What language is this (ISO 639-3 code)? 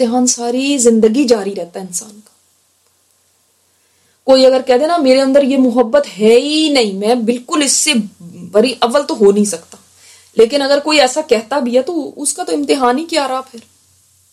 urd